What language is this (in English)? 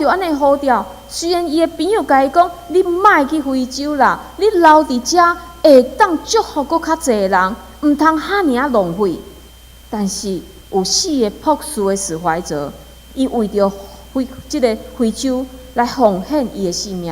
Min Nan Chinese